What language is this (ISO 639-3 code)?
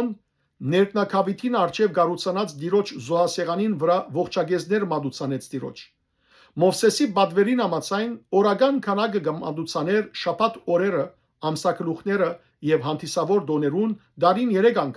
hyw